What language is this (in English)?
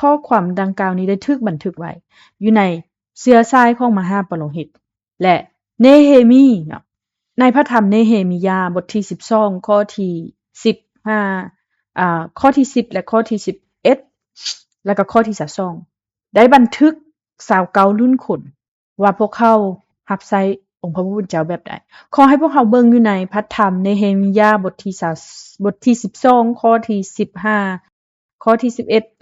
Lao